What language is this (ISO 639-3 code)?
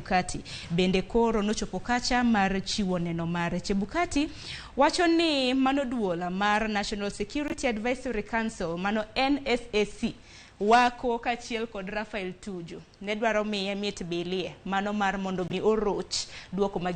luo